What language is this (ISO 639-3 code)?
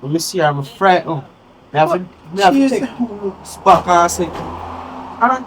jam